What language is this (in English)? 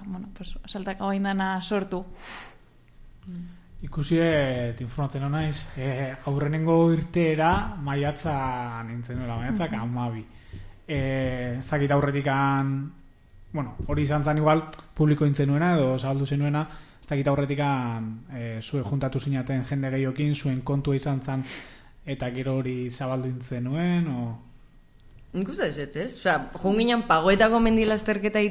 Basque